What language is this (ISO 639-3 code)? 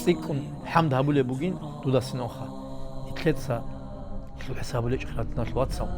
ava